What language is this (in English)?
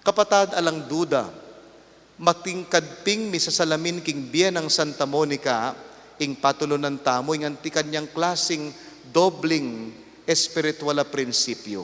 Pampanga